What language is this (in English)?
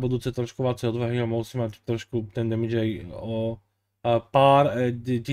Slovak